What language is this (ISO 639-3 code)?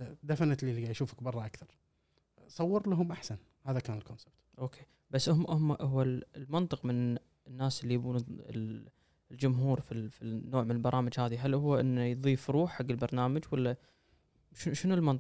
afb